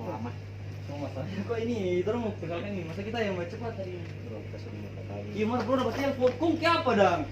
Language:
Manado Malay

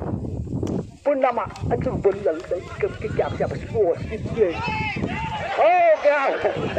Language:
Marathi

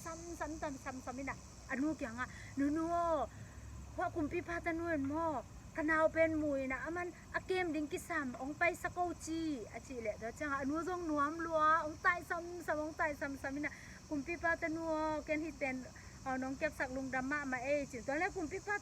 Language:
Tedim Chin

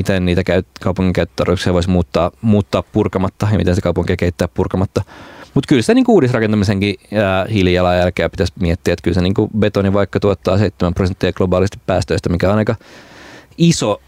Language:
Finnish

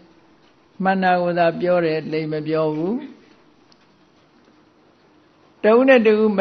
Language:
Burmese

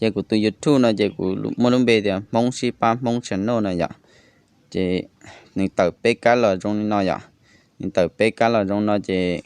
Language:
Hmong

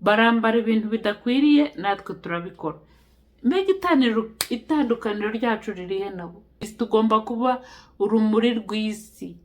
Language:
Kinyarwanda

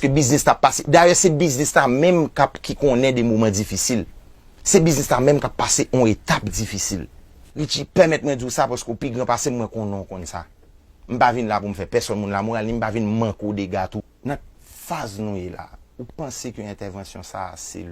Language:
Haitian Creole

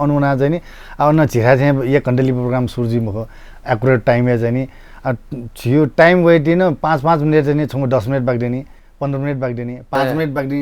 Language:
Newari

